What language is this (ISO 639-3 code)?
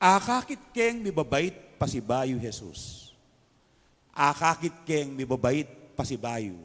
pam